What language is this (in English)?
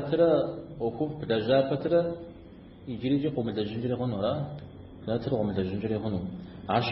Kabardian